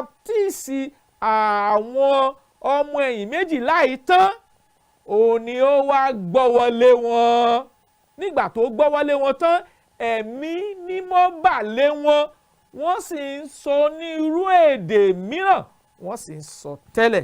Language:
Yoruba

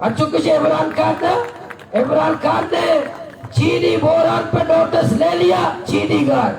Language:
Baluchi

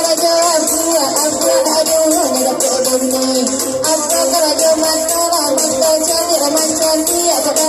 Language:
Minangkabau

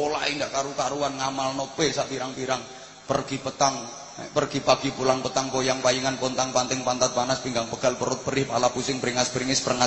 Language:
Javanese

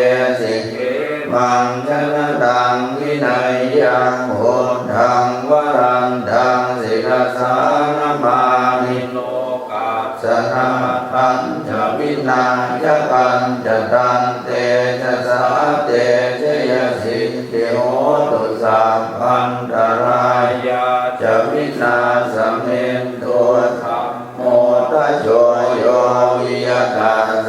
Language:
Pali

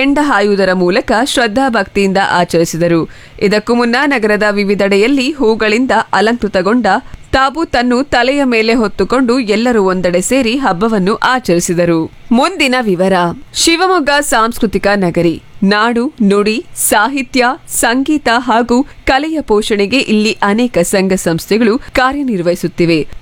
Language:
Kannada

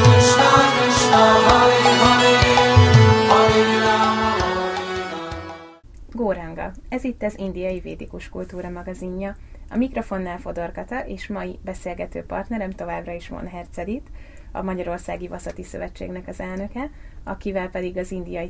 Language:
Hungarian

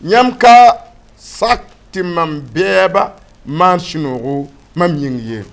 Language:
Mossi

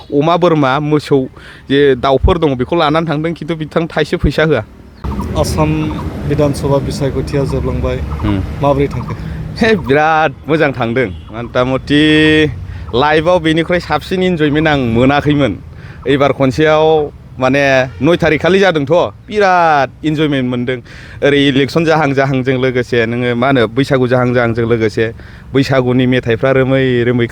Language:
Bodo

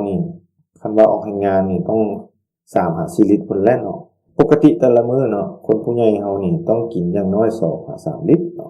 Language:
Lao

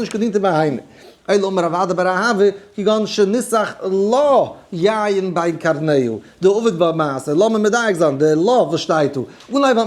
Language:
Yiddish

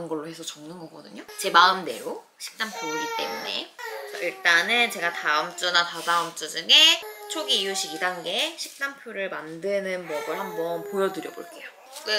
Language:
Korean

